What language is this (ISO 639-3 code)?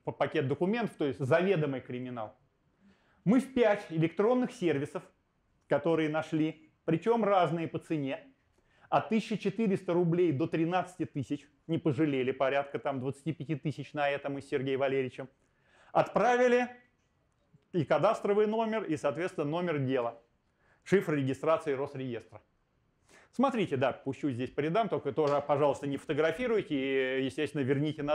rus